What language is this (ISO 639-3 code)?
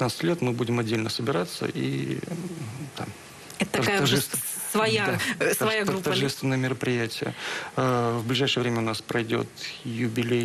rus